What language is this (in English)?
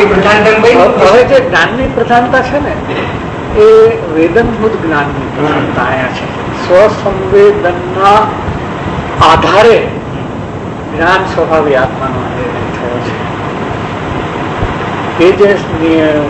Gujarati